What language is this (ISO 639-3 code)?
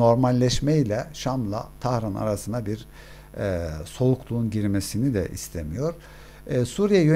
tur